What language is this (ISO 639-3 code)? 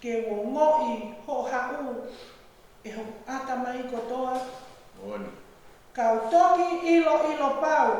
ton